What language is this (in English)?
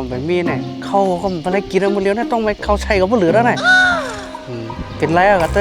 Shan